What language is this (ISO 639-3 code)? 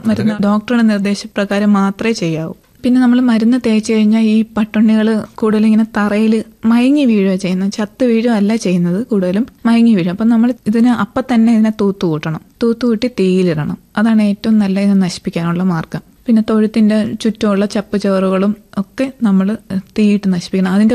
mal